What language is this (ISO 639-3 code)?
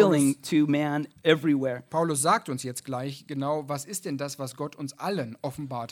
deu